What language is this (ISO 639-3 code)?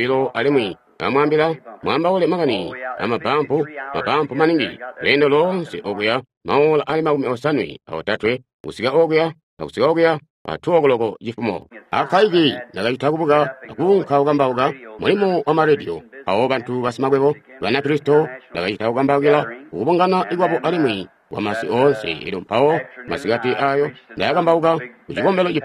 toi